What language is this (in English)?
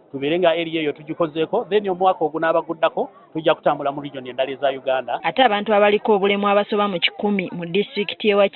Ganda